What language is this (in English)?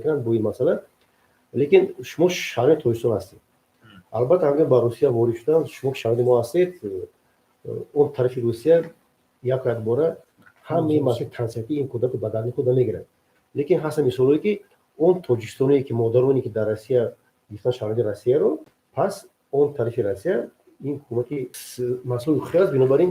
Tajik